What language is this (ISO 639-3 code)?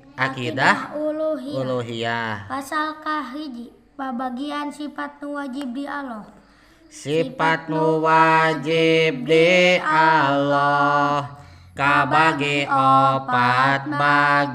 sun